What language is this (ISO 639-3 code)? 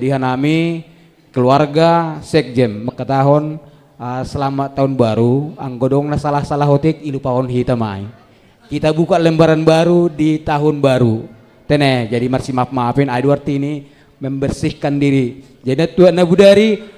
bts